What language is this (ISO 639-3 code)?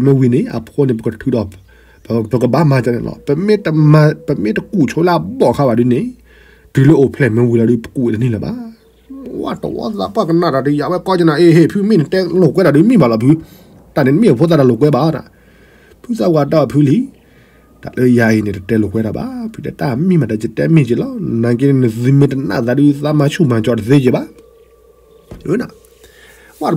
ksw